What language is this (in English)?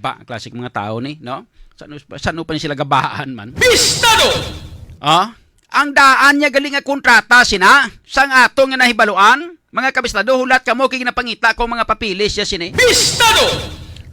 Hiligaynon